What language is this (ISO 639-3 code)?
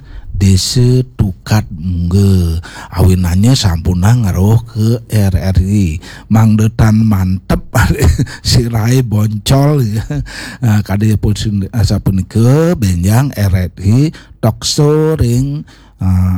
ban